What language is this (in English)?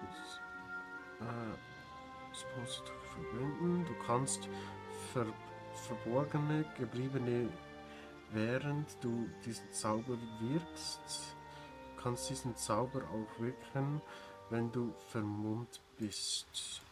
Swiss German